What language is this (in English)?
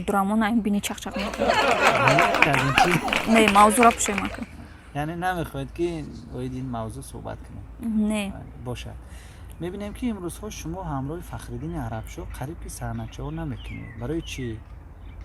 Tajik